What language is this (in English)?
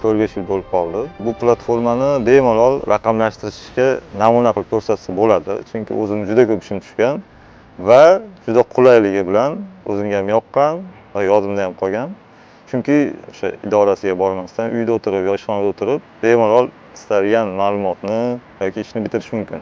Uzbek